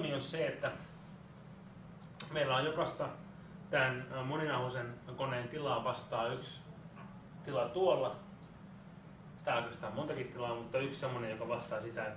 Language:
Finnish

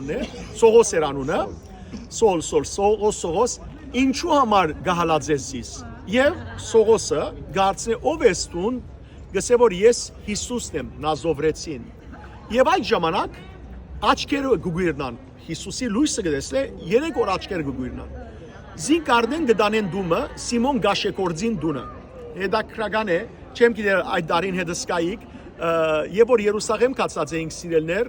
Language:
Western Armenian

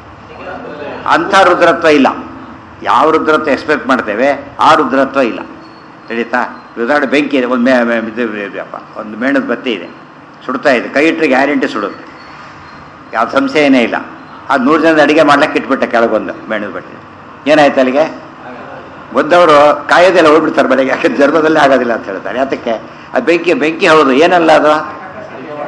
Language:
Kannada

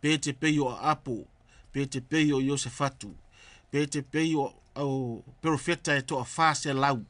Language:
Samoan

